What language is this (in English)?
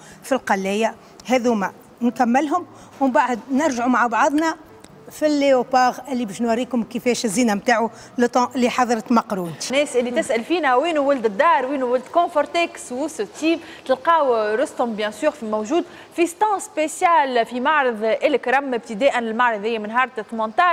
Tunisian Arabic